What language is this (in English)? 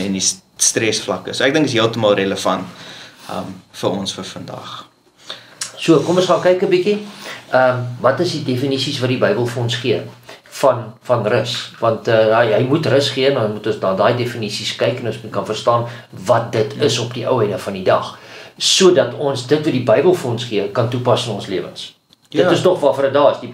Afrikaans